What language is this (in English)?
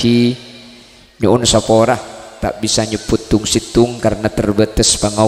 Madurese